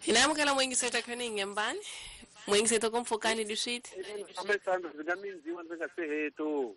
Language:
Tsonga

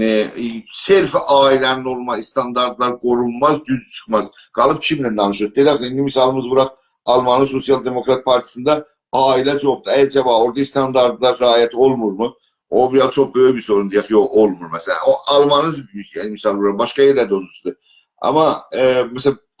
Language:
South Azerbaijani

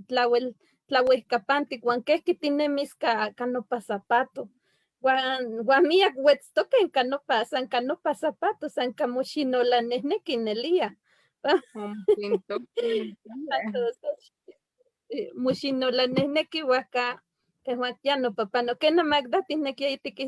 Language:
Eastern Huasteca Nahuatl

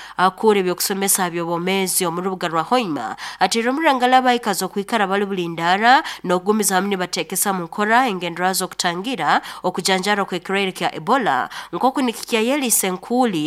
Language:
Nyoro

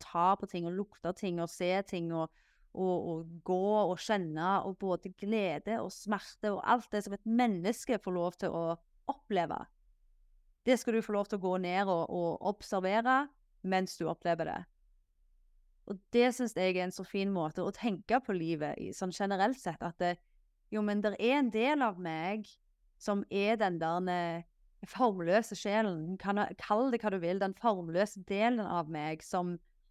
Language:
Norwegian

